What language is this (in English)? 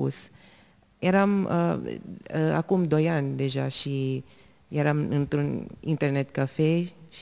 Romanian